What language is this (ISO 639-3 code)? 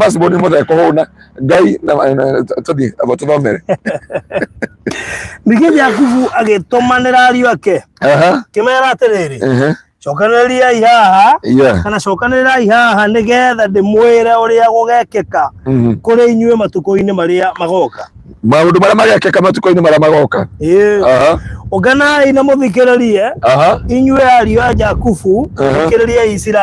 kik